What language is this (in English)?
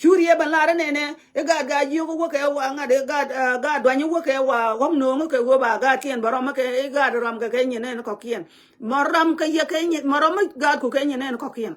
Nuer